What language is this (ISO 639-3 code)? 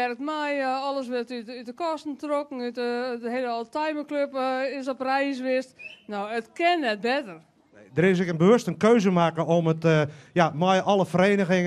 fry